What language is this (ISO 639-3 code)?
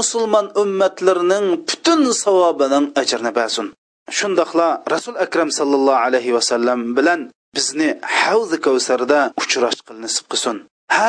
uig